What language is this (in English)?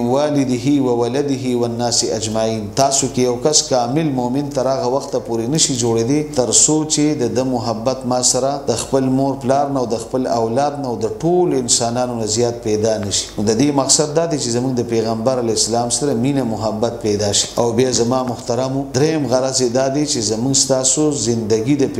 Pashto